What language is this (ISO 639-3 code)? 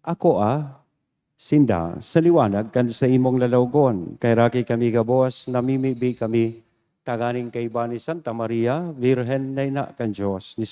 bik